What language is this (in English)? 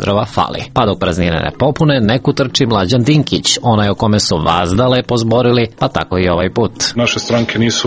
Serbian